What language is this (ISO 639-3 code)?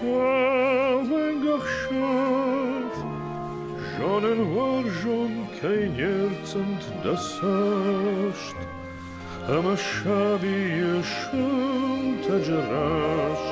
oss